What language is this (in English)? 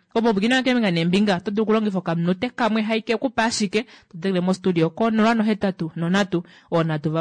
Kuanyama